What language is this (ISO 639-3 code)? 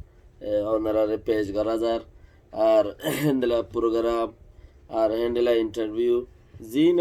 rhg